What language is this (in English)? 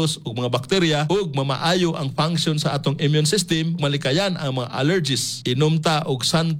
Cebuano